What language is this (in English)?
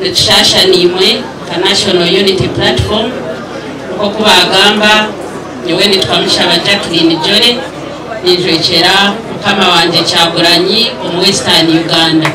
Nyankole